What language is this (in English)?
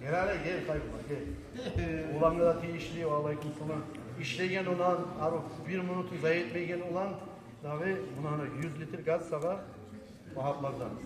Kumyk